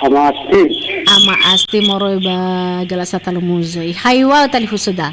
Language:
Nias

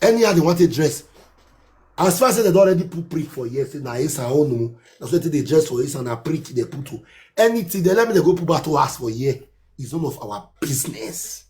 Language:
Nigerian Pidgin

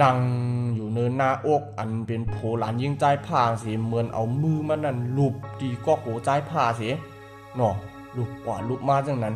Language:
Shan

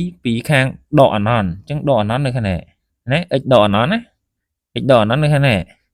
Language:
Khmer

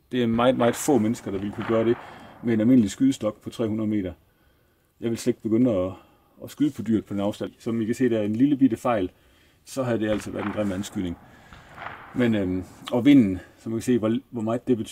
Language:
Danish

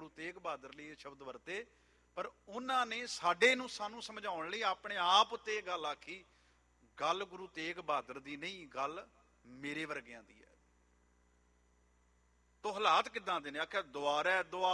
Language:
Punjabi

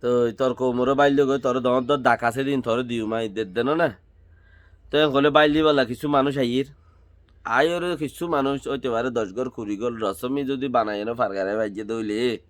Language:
Rohingya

